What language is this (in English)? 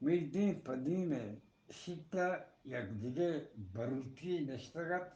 Eastern Balochi